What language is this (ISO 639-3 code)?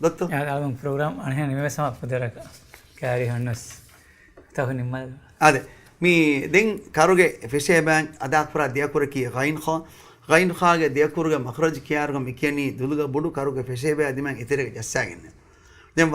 div